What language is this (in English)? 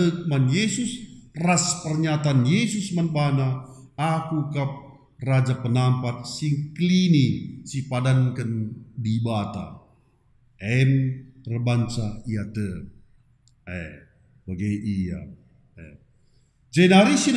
Batak Karo